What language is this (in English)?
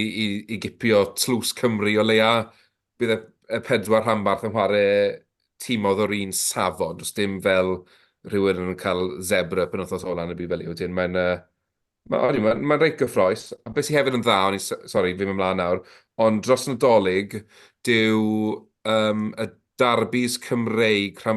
Welsh